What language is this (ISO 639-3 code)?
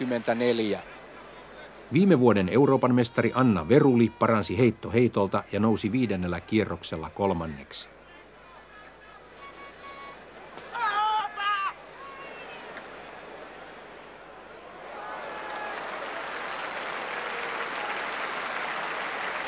fin